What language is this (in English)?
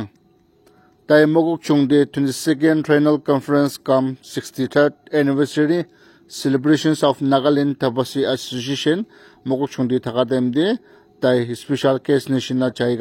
Naga Pidgin